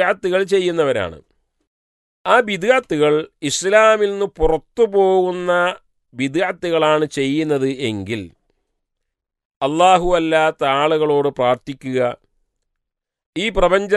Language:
Malayalam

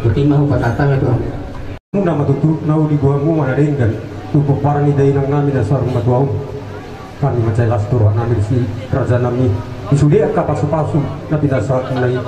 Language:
Batak Toba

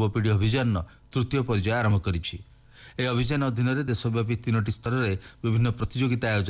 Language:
Odia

